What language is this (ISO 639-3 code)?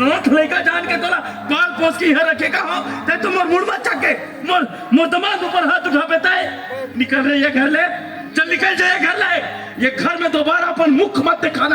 hne